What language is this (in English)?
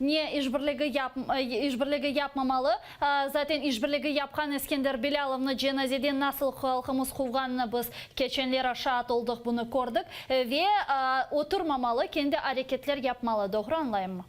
Crimean Tatar